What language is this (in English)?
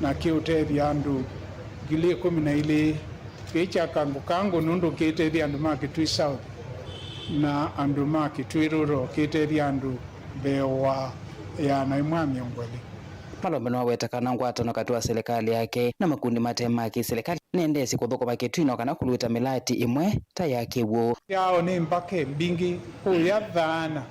Kamba